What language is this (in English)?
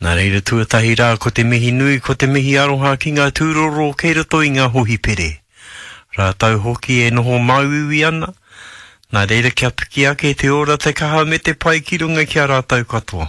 Māori